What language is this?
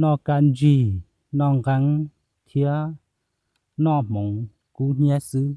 Hmong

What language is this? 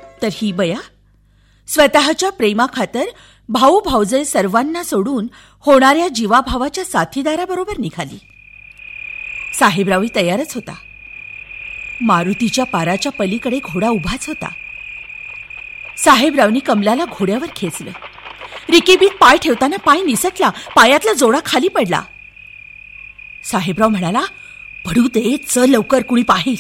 Marathi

